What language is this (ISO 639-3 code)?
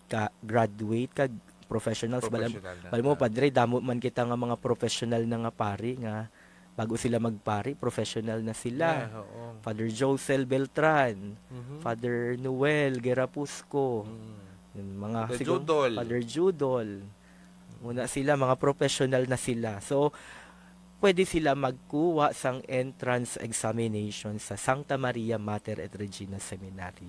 hil